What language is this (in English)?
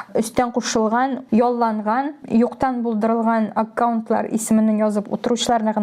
Tatar